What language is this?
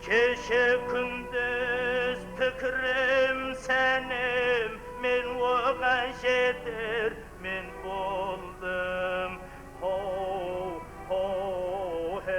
Kara-Kalpak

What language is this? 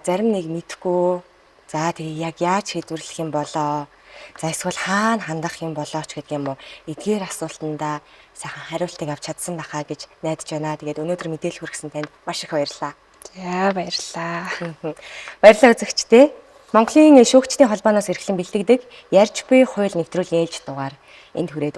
Mongolian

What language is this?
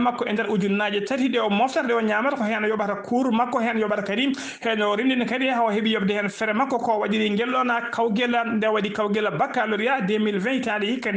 Fula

